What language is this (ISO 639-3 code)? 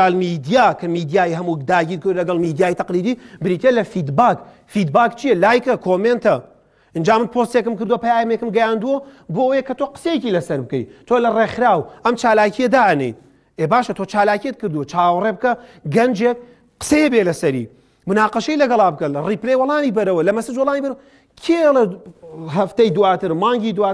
ckb